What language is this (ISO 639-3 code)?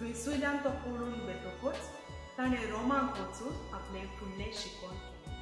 kok